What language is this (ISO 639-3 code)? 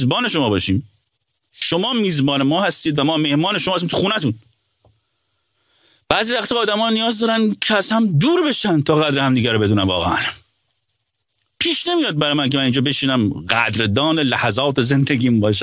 fas